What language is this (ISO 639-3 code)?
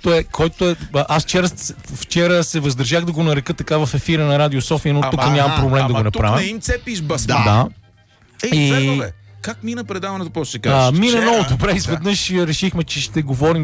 bul